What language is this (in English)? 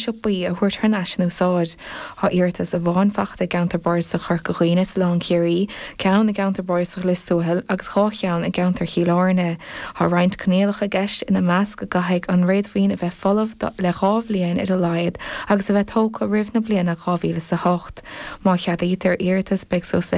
Irish